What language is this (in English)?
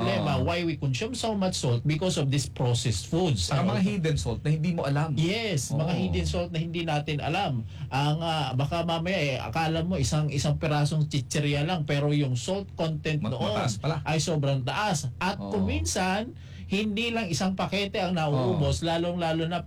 Filipino